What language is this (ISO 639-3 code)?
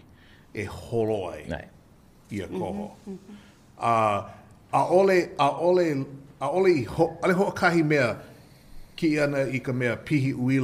haw